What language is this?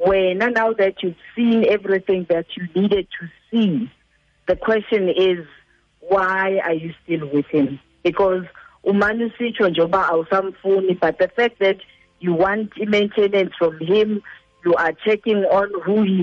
Xhosa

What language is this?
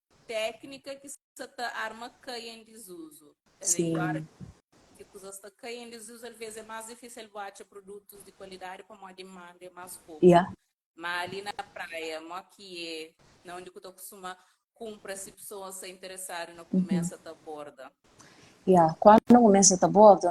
Kabuverdianu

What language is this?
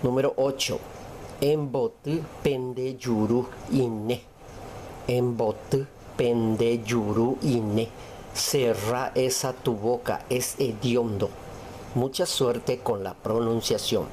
Guarani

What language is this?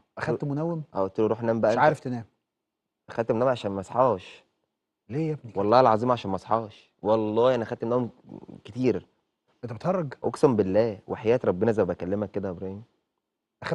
Egyptian Arabic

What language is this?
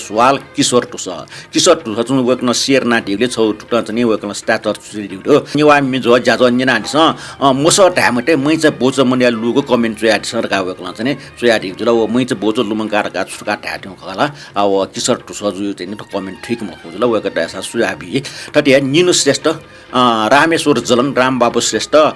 Newari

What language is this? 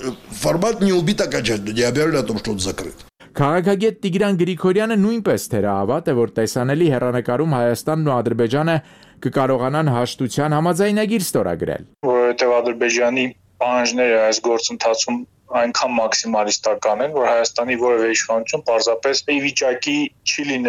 Armenian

